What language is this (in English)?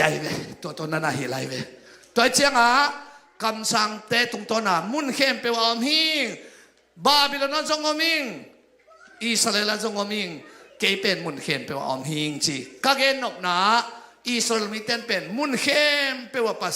Tedim Chin